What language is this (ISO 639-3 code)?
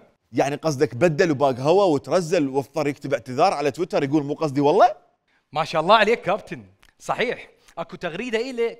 acm